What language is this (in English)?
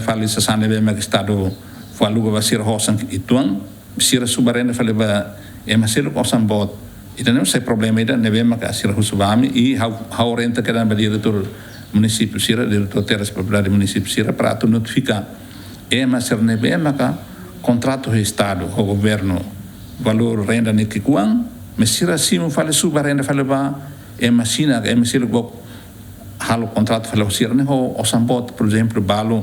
Tetum